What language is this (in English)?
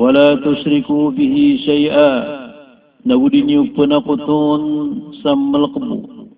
Maranao